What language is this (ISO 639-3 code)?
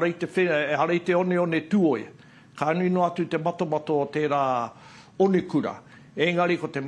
mri